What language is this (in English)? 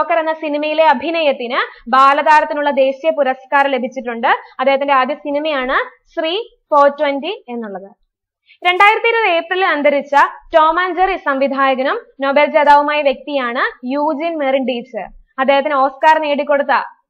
Malayalam